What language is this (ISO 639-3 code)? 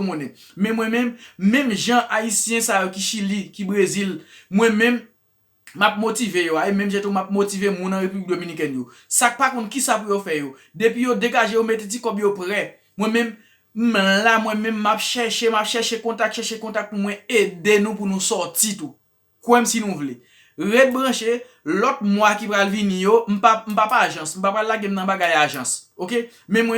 hat